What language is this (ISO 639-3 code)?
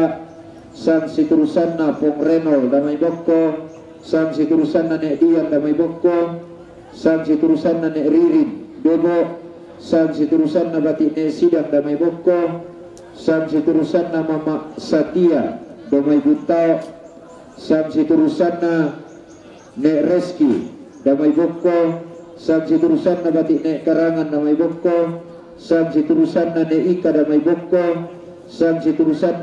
sda